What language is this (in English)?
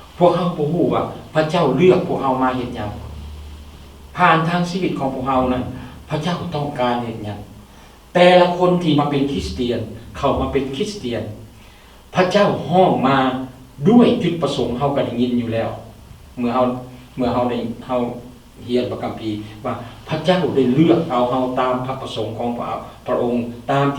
Lao